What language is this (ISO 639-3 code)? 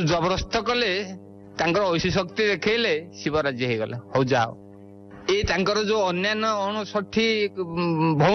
ori